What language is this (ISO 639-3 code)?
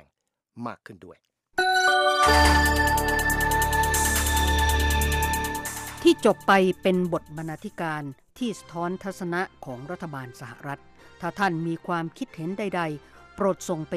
tha